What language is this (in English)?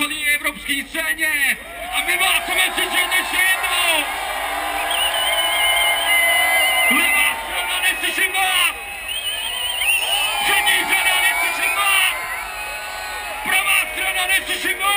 Czech